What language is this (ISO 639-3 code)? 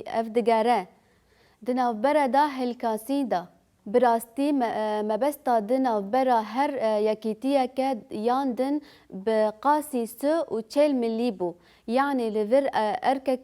kur